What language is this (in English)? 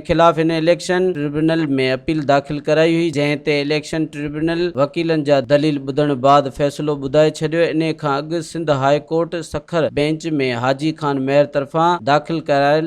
Sindhi